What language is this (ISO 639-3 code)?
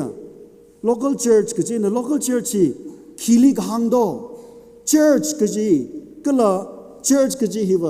nmf